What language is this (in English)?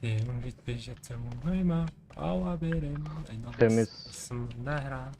Kara-Kalpak